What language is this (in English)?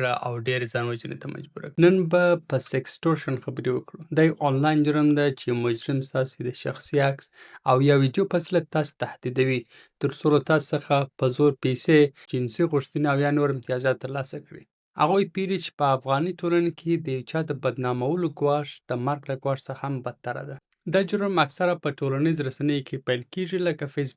Pashto